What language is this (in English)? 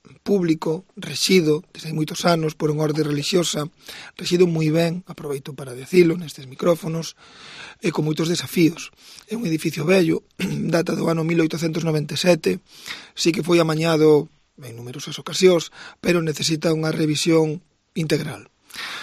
Galician